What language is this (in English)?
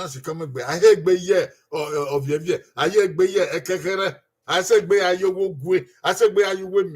Bini